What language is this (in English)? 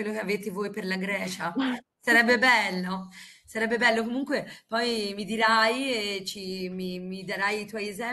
Italian